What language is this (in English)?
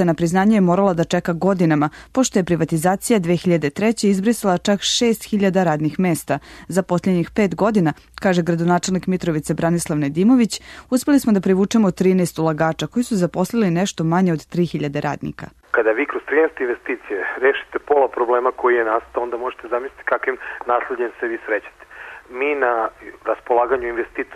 Serbian